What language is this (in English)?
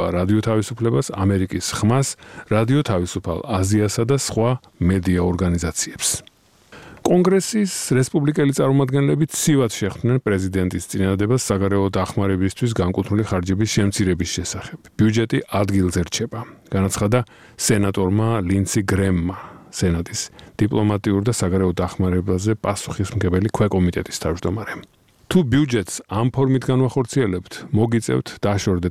Georgian